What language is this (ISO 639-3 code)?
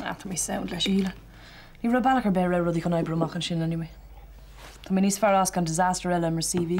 gle